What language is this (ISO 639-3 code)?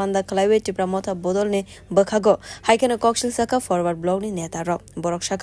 trp